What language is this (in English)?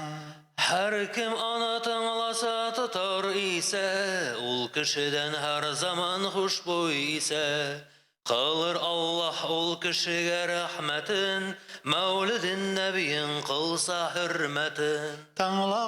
Tatar